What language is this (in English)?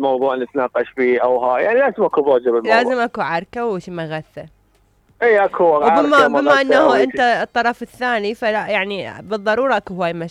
Mesopotamian Arabic